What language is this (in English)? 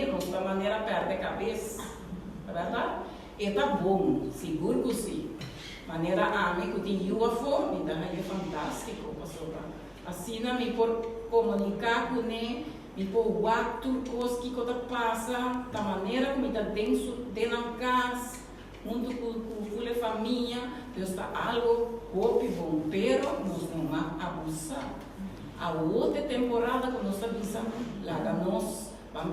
Papiamento